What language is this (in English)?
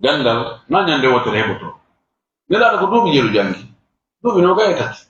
Fula